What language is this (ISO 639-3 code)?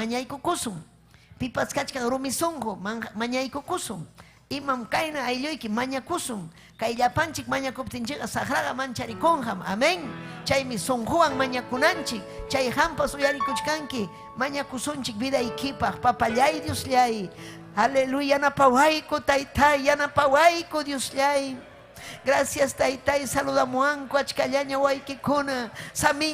quy